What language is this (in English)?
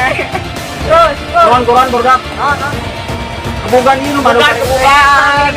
Sundanese